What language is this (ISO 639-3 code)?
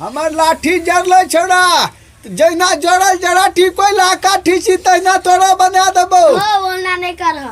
mai